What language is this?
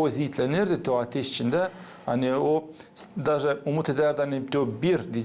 Gagauz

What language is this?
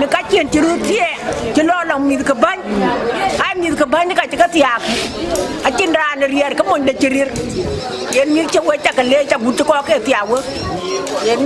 Dinka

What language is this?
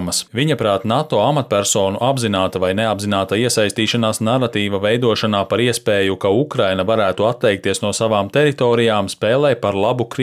Latvian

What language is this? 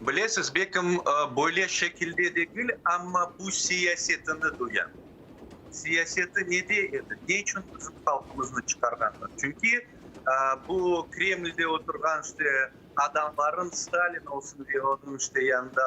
Crimean Tatar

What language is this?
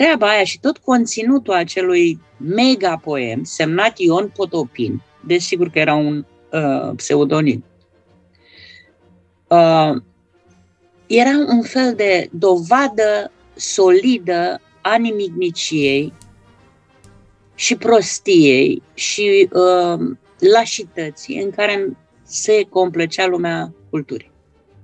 Romanian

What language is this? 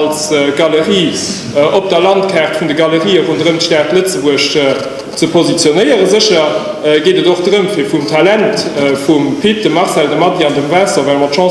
Luxembourgish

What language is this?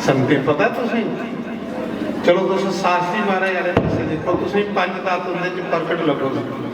Dogri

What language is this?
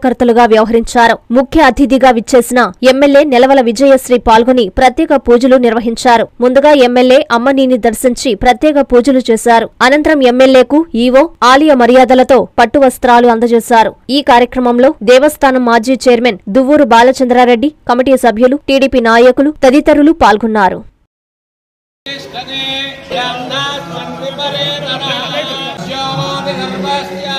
Telugu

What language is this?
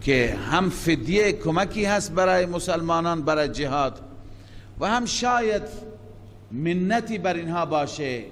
Persian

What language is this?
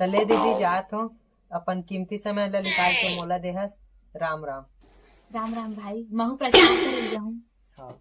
Chhattisgarhi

